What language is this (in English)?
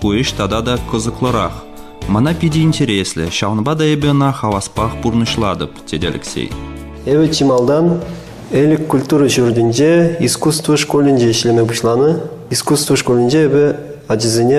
Chuvash